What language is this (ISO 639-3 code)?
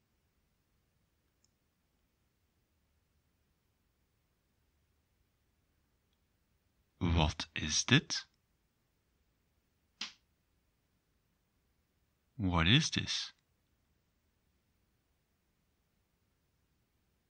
nld